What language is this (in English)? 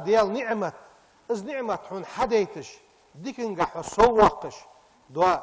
Ingush